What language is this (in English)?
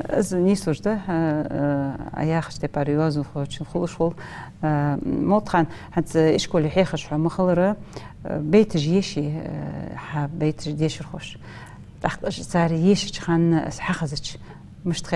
Ingush